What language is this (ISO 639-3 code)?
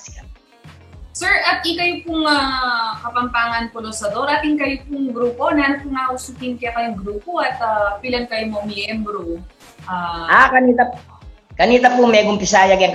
pam